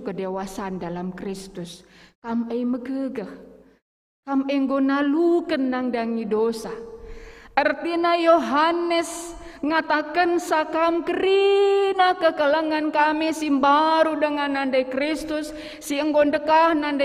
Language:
Batak Karo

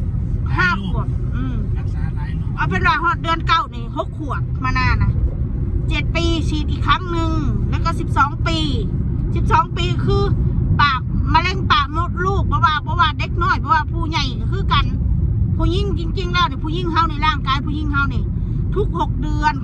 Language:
Northeastern Thai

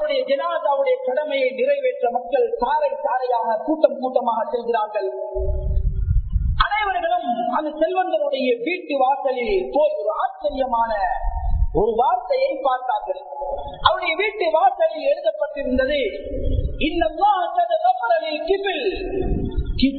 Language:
Tamil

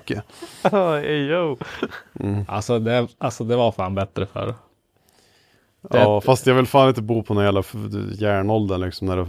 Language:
Swedish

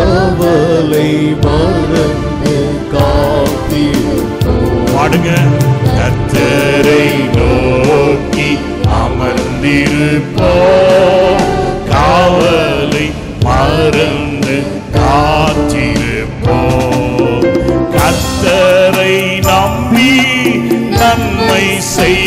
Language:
Tamil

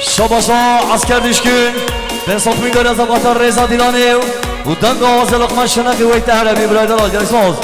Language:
Kurdish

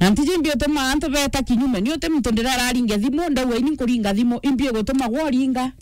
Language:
Meru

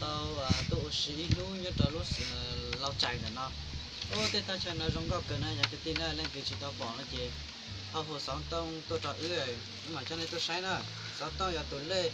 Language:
Hmong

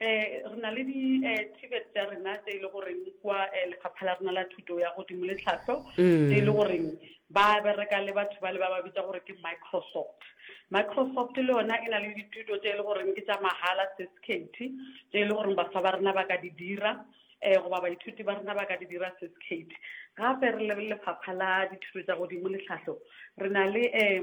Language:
Northern Sotho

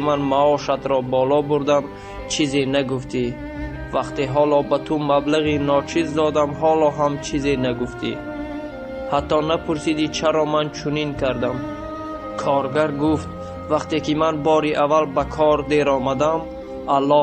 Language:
Tajik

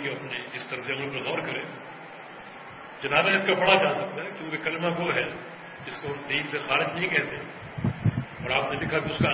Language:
Urdu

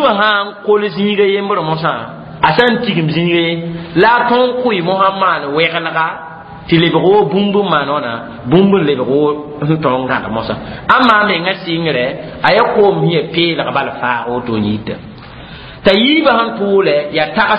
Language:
Mossi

